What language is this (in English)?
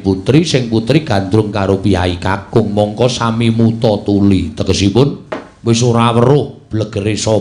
Javanese